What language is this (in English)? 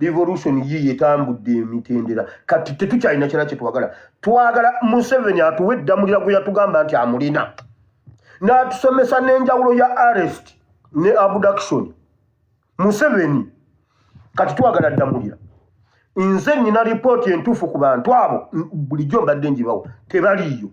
Ganda